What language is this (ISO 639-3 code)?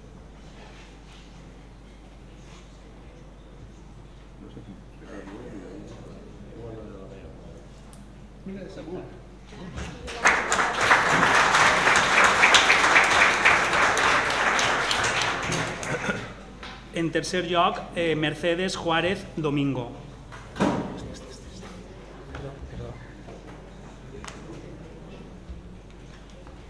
cat